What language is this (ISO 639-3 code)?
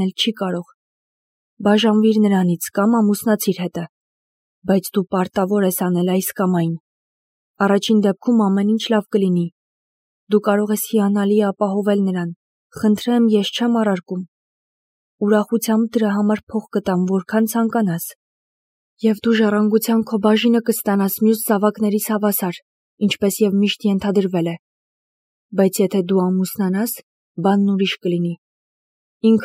hye